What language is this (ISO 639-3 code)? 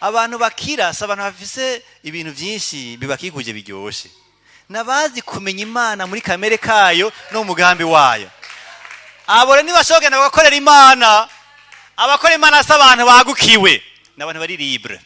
run